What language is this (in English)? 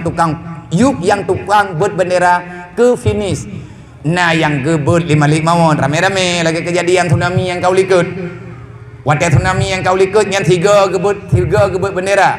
Achinese